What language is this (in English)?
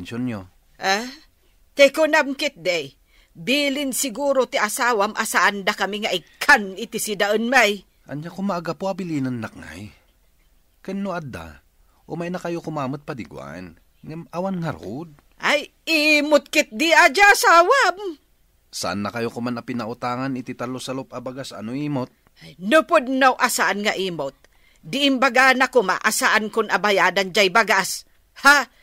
Iloko